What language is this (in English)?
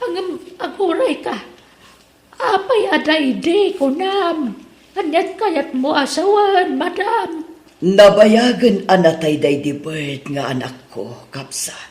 Iloko